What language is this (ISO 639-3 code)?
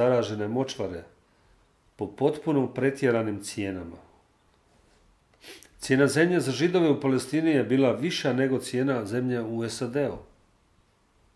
hrv